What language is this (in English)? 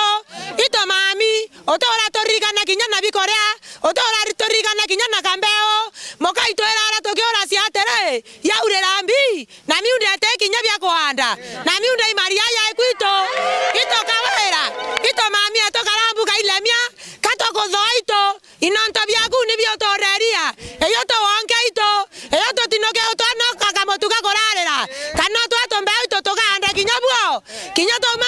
Meru